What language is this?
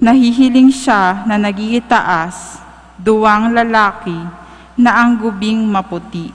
Bikol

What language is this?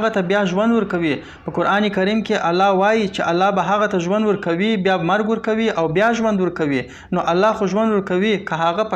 Pashto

